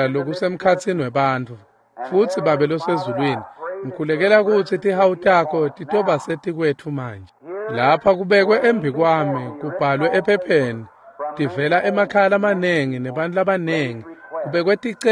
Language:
Swati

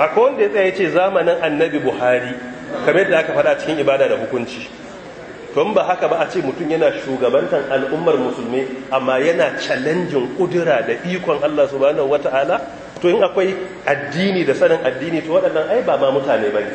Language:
Hausa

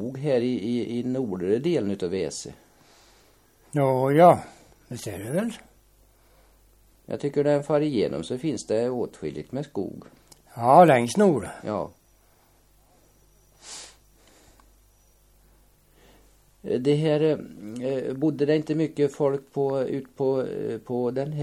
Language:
Swedish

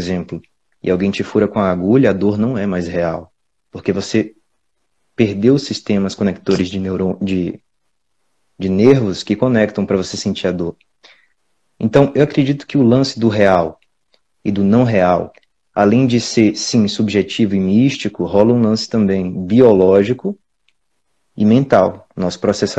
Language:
Portuguese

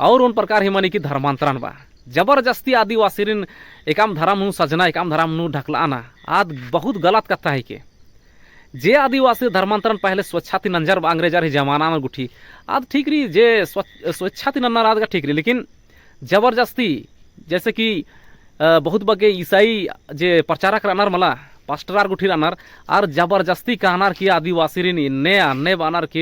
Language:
Kurukh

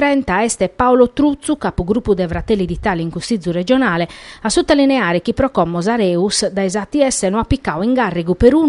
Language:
Sardinian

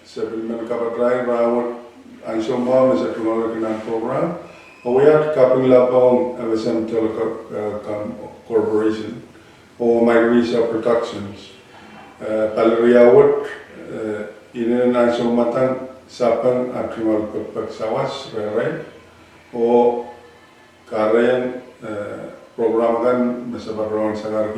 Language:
Pohnpeian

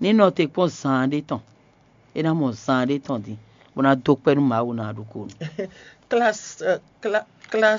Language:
Fon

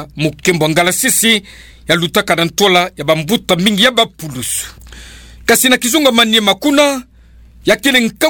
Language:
Kituba (Democratic Republic of Congo)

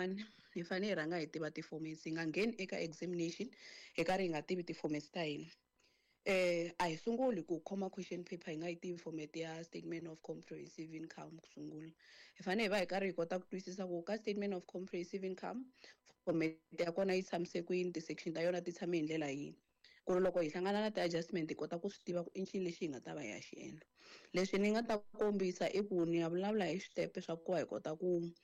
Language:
Tsonga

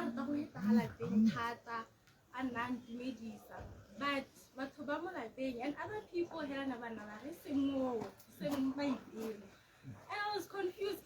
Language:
Tswana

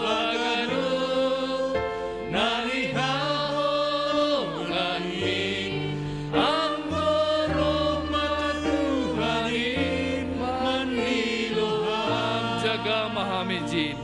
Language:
Batak Simalungun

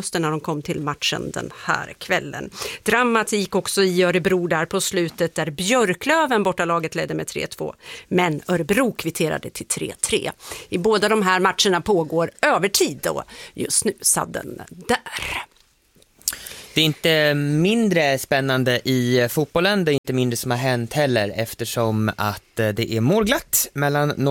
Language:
Swedish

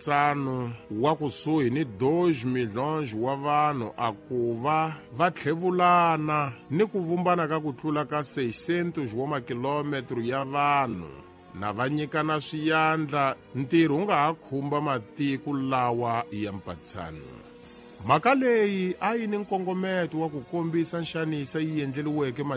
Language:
Tsonga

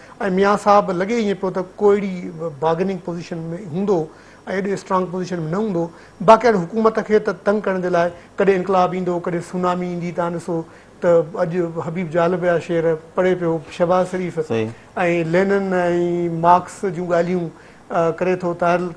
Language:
Sindhi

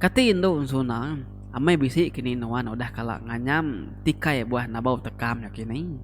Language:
Iban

